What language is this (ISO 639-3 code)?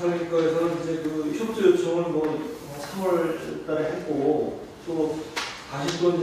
kor